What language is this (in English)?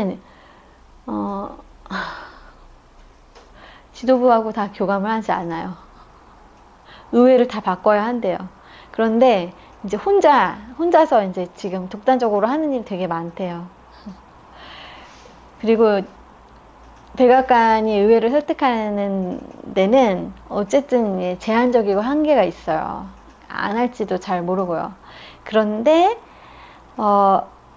Korean